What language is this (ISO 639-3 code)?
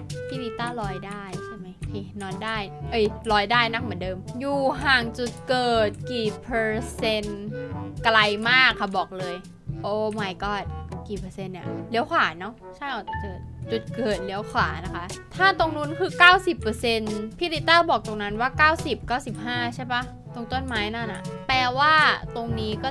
tha